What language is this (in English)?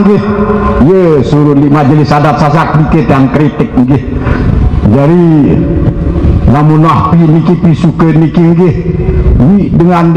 Sasak